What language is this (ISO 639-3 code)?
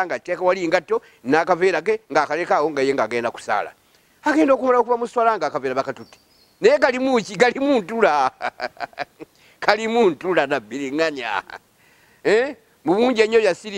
lug